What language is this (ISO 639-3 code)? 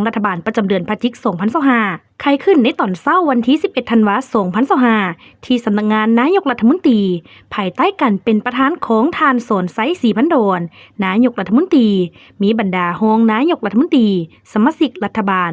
lao